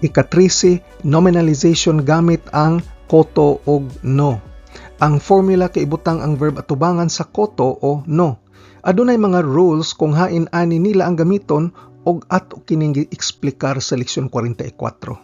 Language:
Cebuano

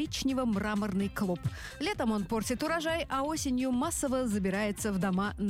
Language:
Russian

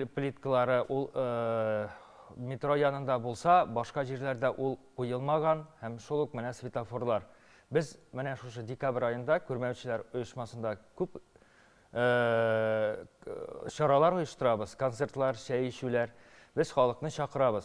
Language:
Tatar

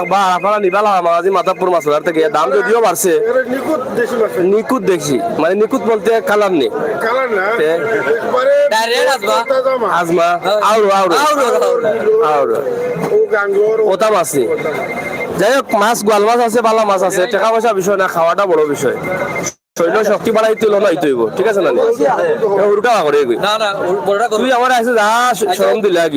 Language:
Sylheti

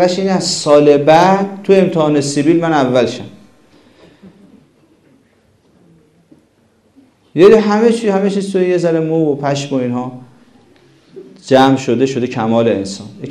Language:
Persian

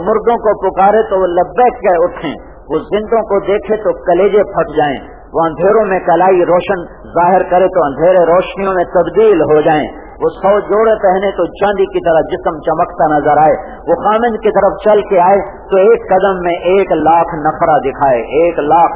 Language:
Urdu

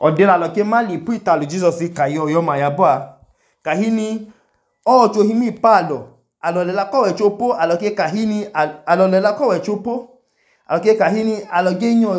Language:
Idoma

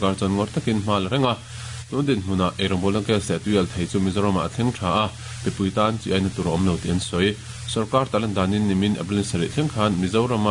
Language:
Mizo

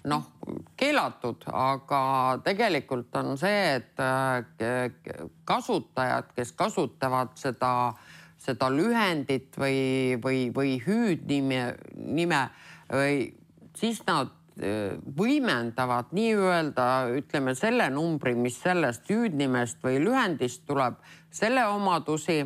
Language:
Estonian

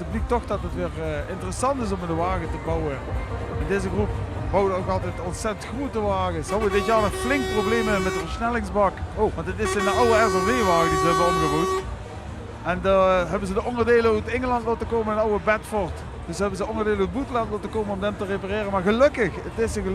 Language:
Limburgish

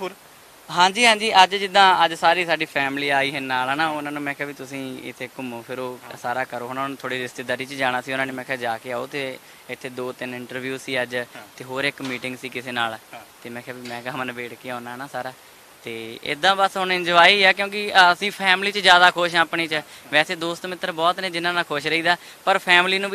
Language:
Punjabi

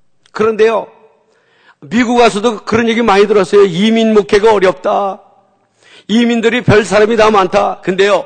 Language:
Korean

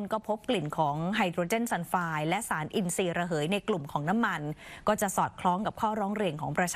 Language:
Thai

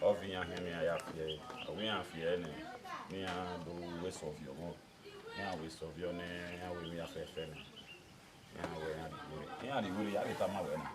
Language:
Bini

